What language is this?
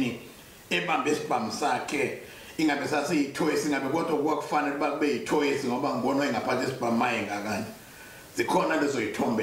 Zulu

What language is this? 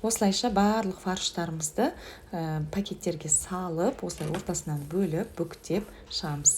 Kazakh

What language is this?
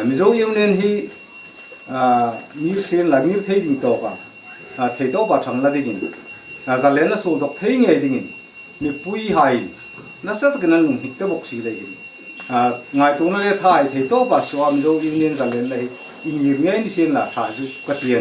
Hmar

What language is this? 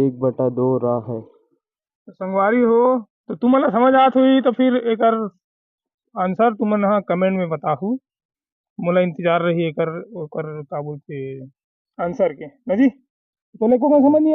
Chhattisgarhi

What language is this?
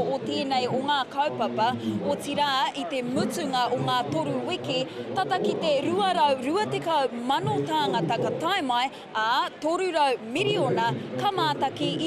Māori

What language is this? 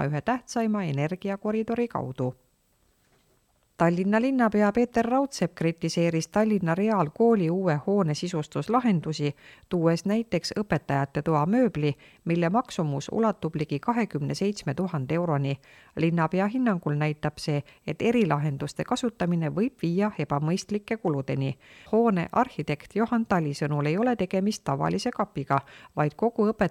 Estonian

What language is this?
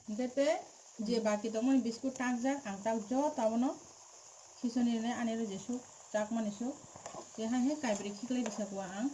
Kok Borok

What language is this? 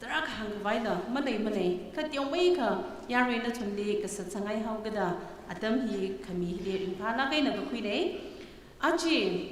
Tangkhul Naga (India)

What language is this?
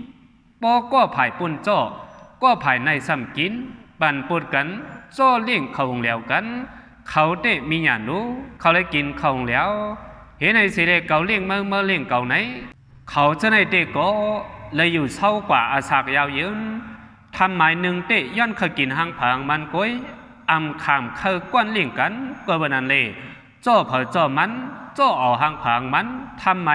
Shan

